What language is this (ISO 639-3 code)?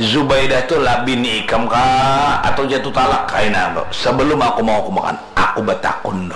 bjn